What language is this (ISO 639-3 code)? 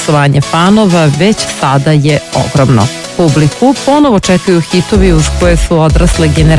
srp